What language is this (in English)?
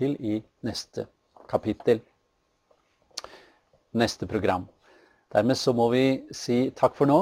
Norwegian